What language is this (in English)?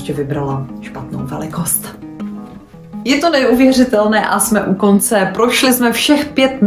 Czech